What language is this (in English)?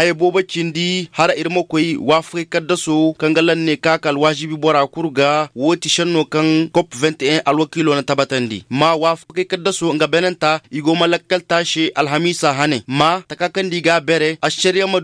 Koyraboro Senni